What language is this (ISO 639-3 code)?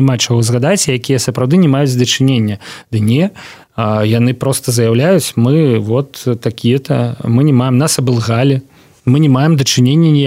bel